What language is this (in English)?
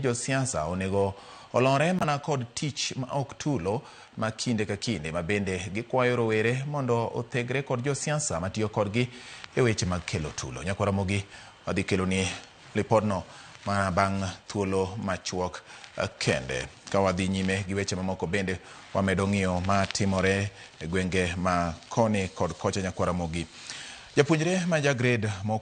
Luo (Kenya and Tanzania)